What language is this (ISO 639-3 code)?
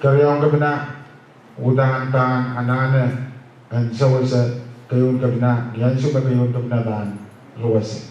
pon